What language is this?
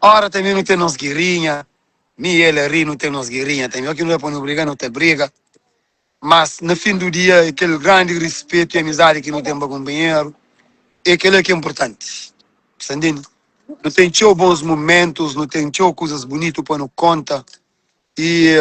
Kabuverdianu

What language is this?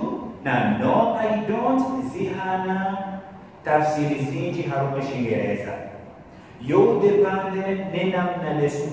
Ngazidja Comorian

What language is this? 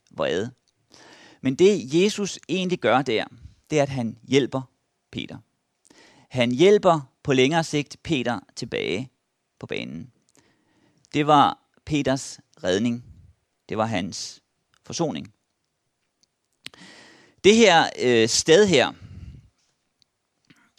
Danish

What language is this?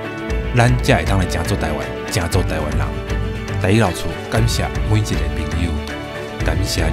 Min Nan Chinese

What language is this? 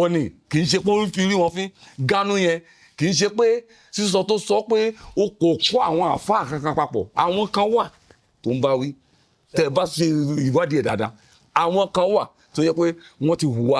Yoruba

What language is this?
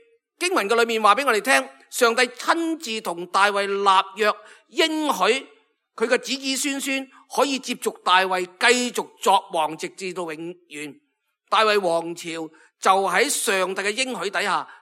Cantonese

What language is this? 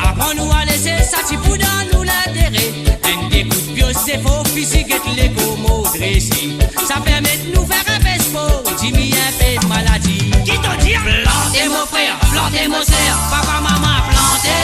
Morisyen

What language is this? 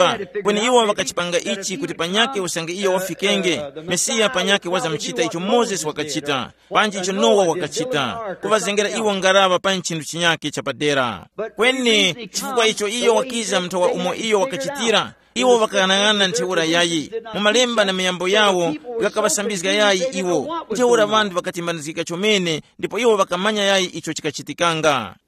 Tumbuka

